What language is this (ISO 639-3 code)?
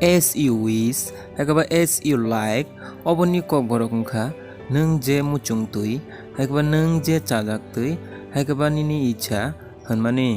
trp